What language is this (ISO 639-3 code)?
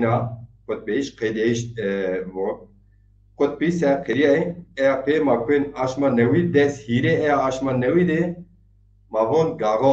zza